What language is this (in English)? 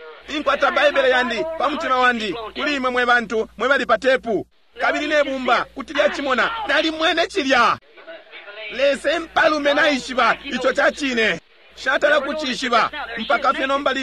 Bemba